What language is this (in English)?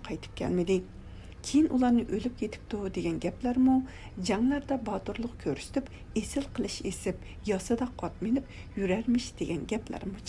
Uyghur